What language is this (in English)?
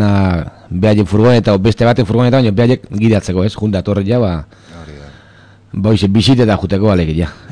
Basque